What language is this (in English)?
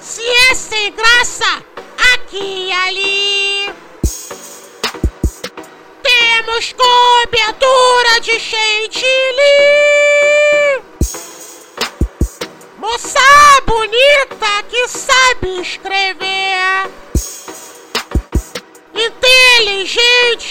Portuguese